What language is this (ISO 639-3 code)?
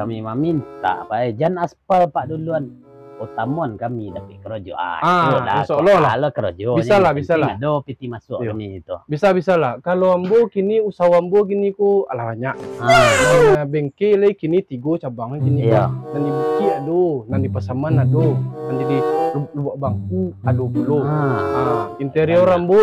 min